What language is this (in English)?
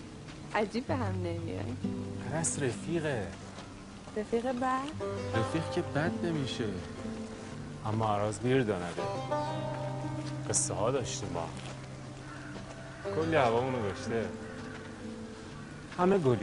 Persian